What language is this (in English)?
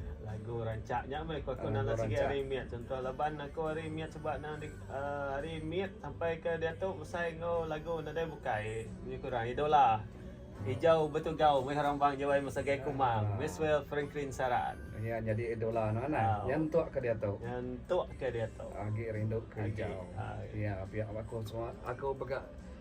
Iban